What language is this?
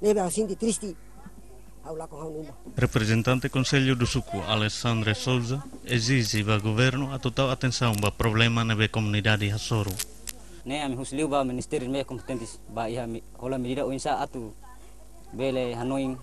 Tetum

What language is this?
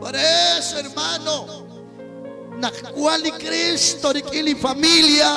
Kekchí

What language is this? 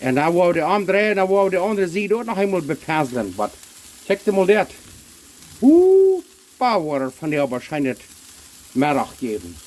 Plautdietsch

